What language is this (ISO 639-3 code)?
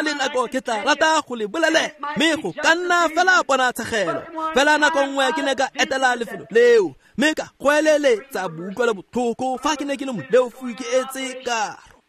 tsn